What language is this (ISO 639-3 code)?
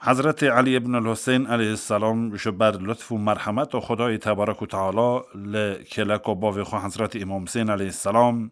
kur